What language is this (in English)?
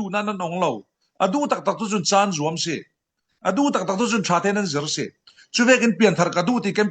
Falam Chin